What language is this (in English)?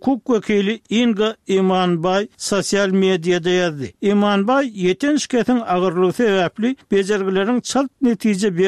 Turkmen